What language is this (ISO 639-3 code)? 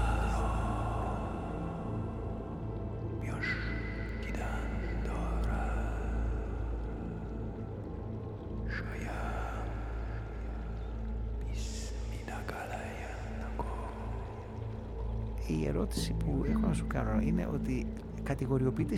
ell